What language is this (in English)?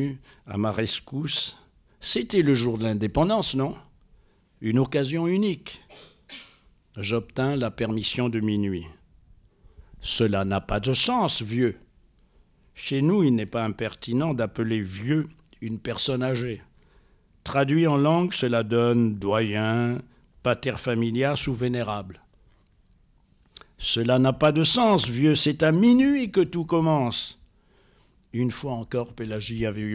French